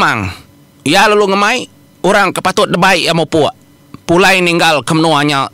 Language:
Iban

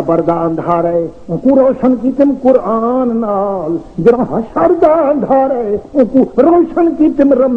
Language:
Saraiki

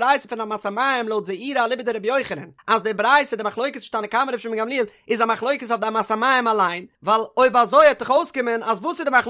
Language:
Yiddish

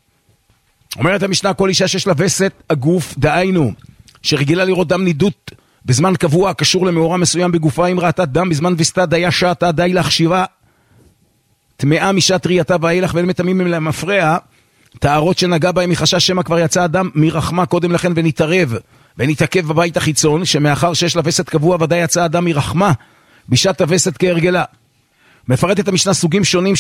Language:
Hebrew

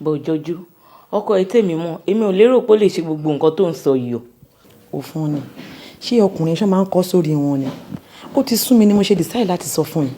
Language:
Yoruba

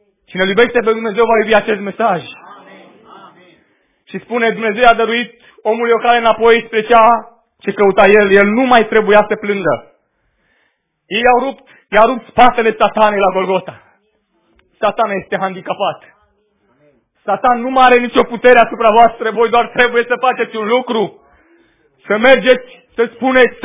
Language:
Romanian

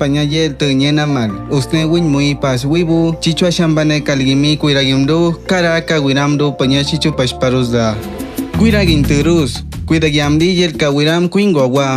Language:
Awa-Cuaiquer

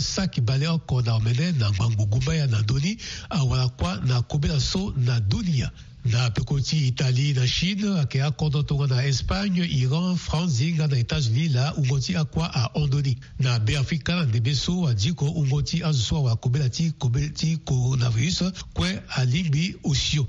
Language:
Sango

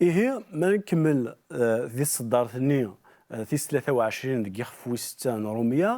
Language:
Kabyle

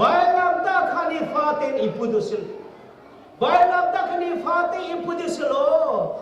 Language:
Hakha Chin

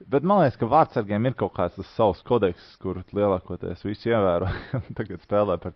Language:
Latvian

